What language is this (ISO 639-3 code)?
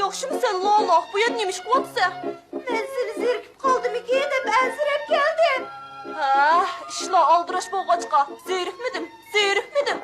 uig